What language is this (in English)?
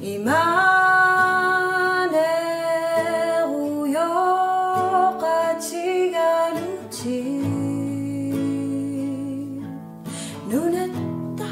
Kalaallisut